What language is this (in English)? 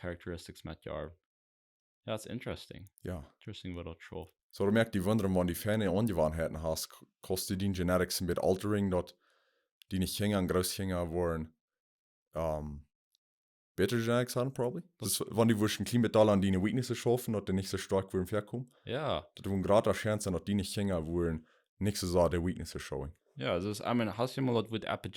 Plautdietsch